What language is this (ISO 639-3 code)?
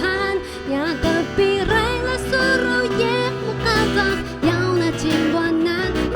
tay